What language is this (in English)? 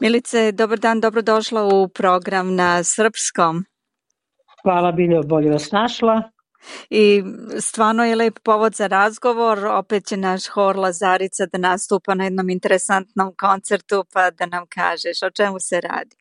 Serbian